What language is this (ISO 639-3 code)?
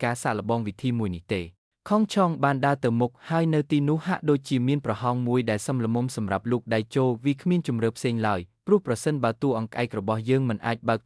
khm